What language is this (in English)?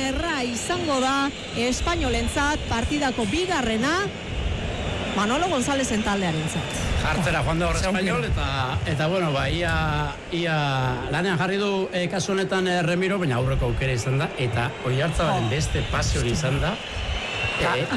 Basque